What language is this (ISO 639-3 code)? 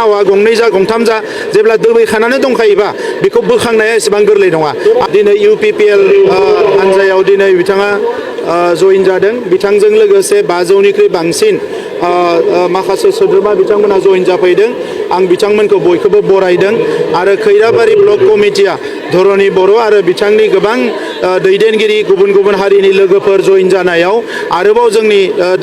brx